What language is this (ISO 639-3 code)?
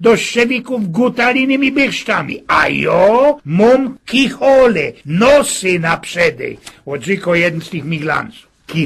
szl